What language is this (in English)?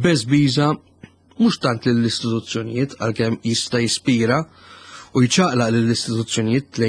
Maltese